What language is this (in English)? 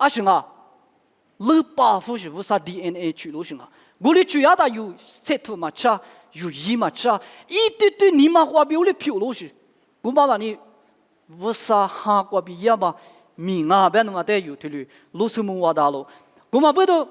Lisu